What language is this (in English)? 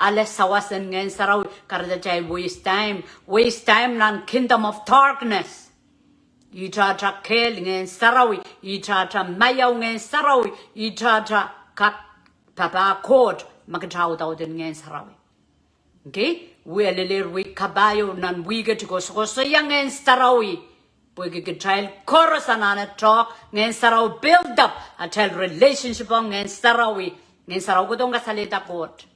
Pohnpeian